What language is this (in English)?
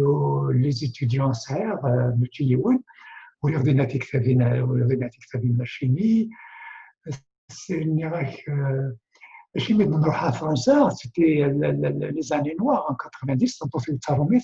Kabyle